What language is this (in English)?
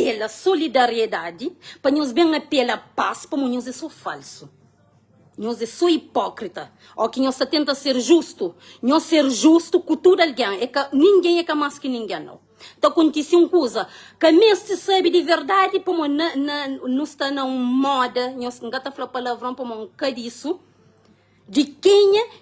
Kabuverdianu